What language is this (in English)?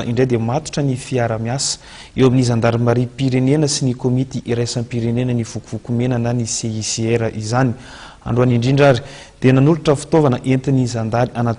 Malagasy